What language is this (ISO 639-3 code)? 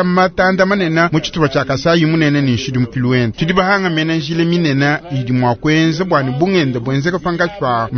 lua